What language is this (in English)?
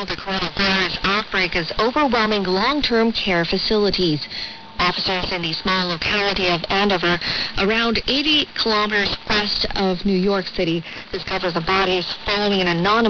English